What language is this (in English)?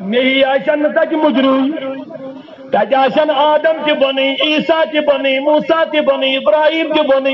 Kashmiri